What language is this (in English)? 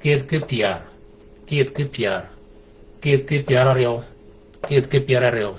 Shilluk